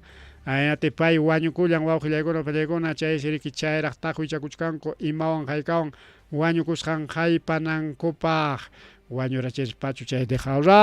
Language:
Ayacucho Quechua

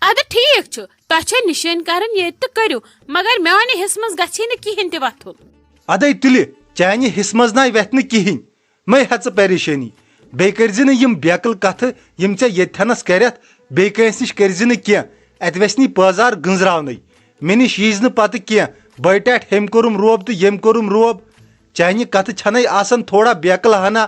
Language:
Kashmiri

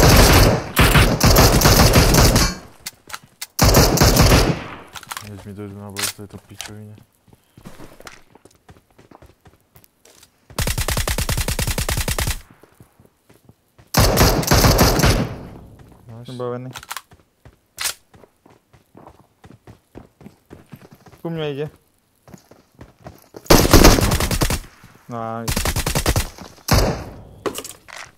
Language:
Slovak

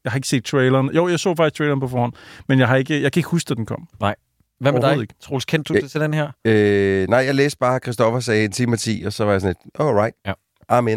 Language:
Danish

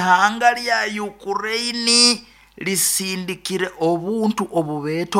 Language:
Nyoro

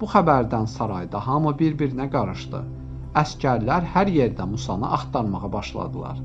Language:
Azerbaijani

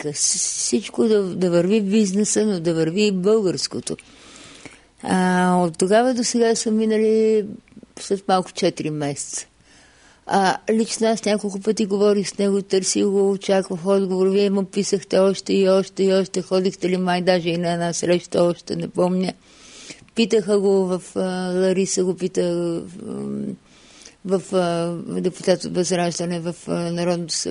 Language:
Bulgarian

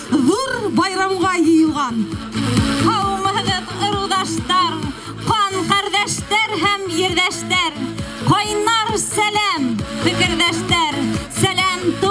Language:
Bashkir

